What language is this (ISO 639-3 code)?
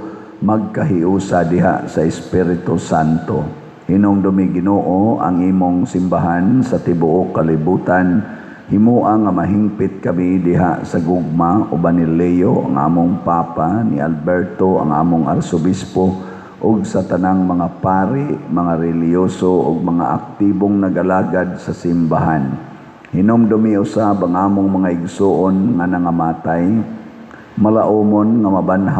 ceb